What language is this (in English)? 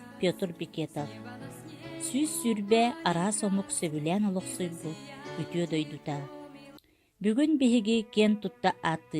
Yakut